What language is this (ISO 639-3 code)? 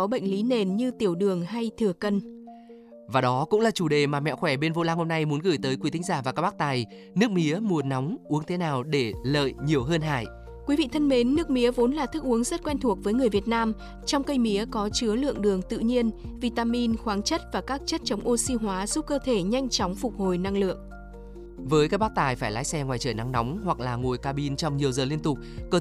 vie